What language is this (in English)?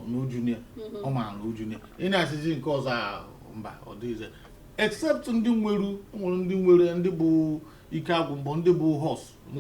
Igbo